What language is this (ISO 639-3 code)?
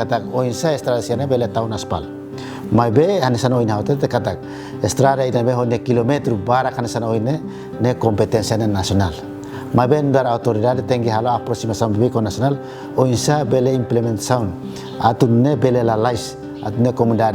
tet